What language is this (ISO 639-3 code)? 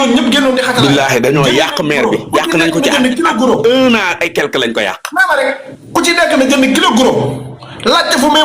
wol